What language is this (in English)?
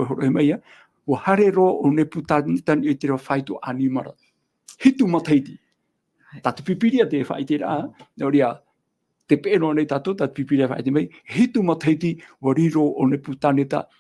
Tahitian